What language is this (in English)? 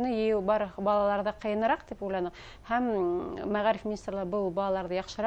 Bashkir